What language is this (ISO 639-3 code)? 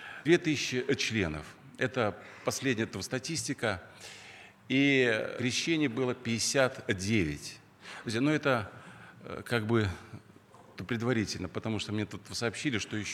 rus